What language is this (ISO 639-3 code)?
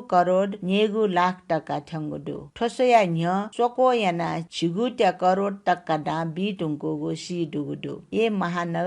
new